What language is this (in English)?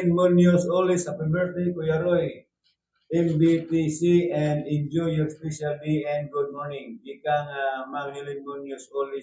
Cebuano